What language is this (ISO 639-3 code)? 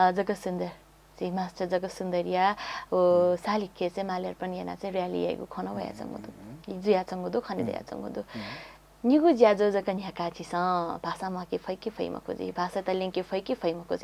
new